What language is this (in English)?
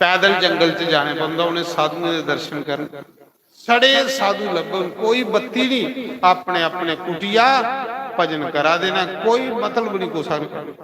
Dogri